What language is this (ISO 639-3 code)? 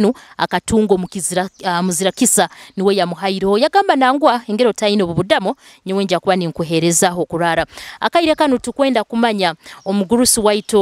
nyo